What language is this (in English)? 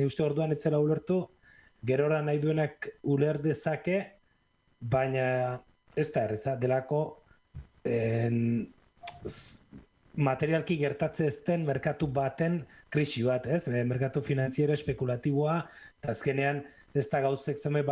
Basque